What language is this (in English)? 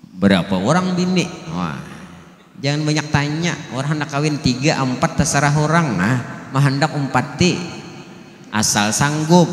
Banjar